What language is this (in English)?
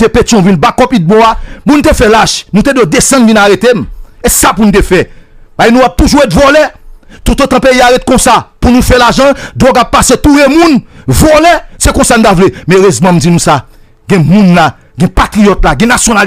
Haitian Creole